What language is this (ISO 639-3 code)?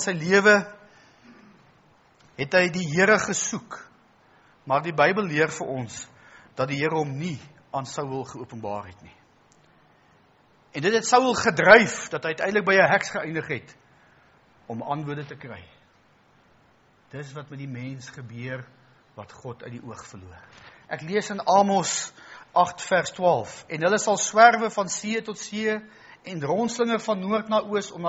afr